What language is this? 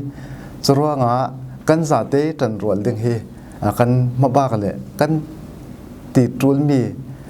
Falam Chin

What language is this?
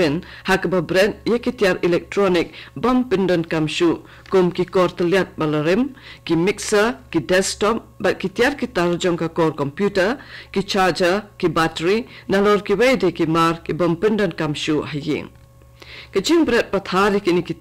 Khasi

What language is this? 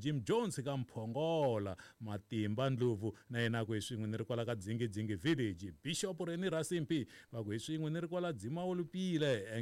Tsonga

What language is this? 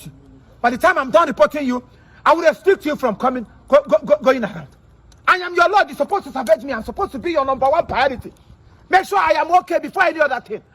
Igbo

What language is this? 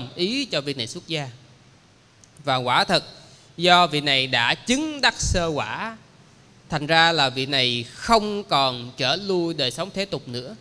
Vietnamese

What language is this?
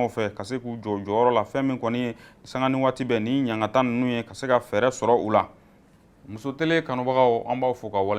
Bambara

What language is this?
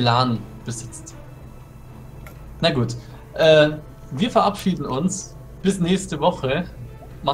German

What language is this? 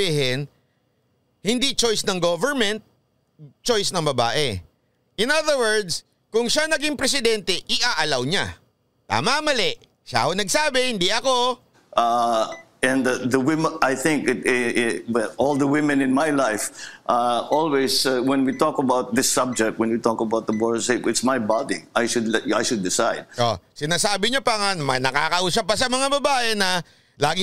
Filipino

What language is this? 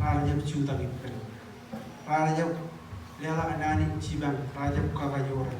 Marshallese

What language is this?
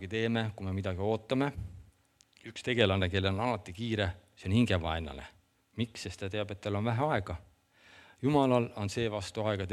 Estonian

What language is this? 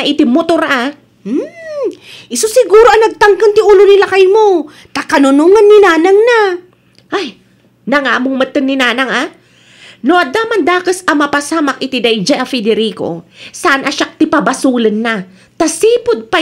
Iloko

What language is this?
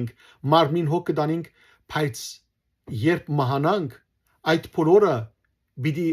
Western Armenian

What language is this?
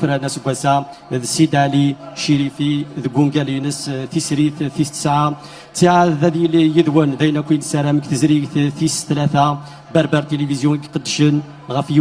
Kabyle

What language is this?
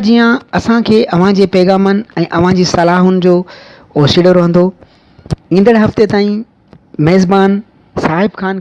Sindhi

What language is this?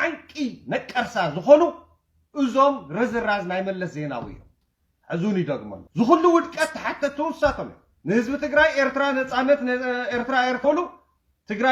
Tigrinya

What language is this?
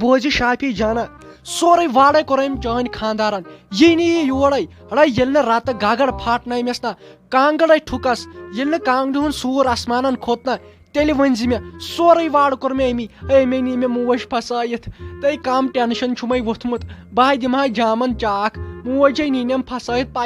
Kashmiri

